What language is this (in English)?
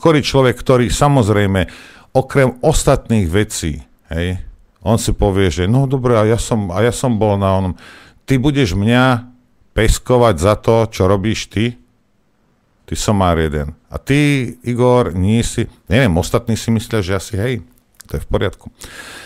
Slovak